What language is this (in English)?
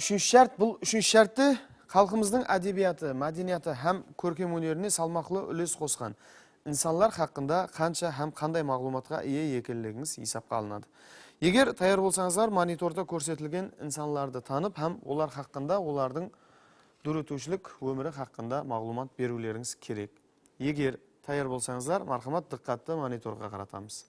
Kara-Kalpak